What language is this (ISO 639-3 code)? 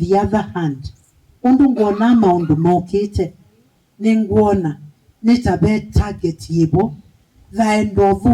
kam